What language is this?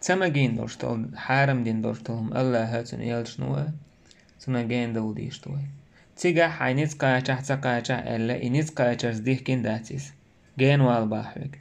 Chechen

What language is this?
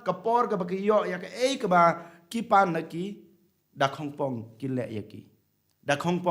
Khasi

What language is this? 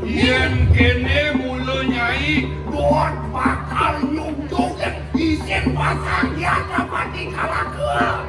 Balinese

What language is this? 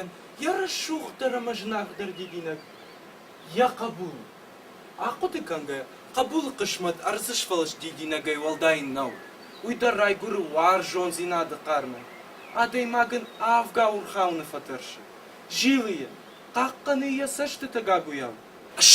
Ossetic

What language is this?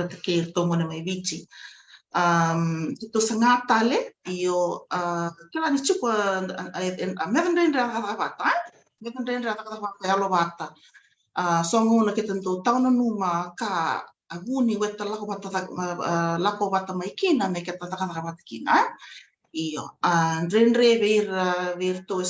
Fijian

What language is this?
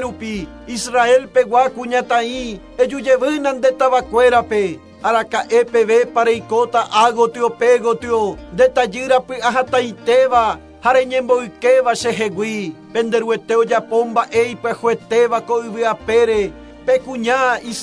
Guarani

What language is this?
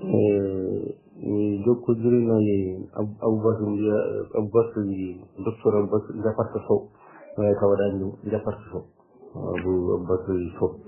Fula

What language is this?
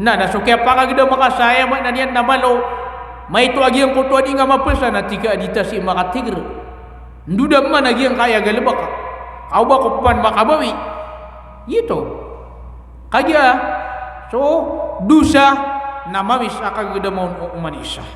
Maranao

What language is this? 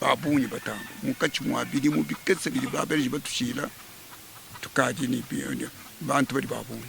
Luba-Lulua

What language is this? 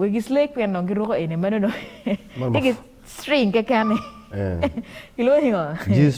Acoli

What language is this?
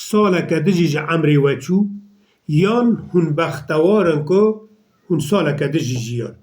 Kurdish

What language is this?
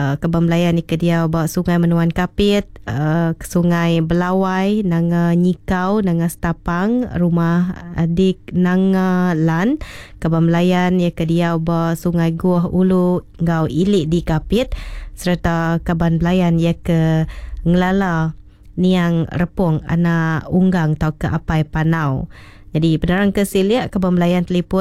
Iban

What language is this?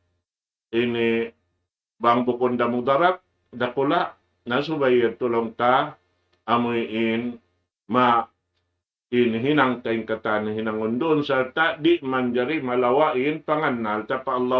Tausug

